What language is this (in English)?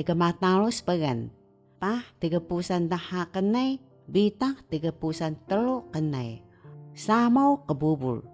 Taroko